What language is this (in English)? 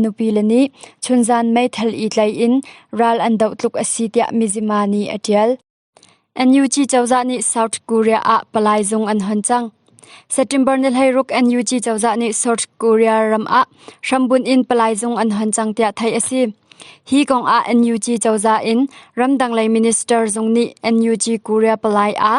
Hakha Chin